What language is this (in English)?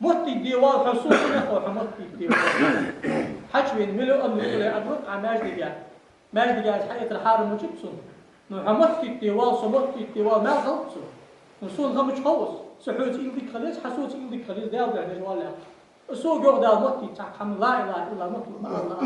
Ingush